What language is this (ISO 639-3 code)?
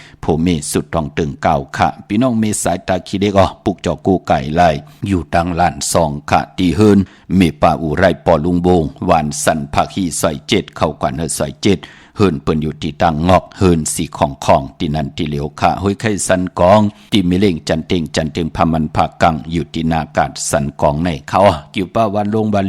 shn